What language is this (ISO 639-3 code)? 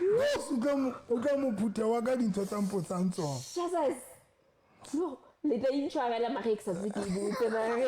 sot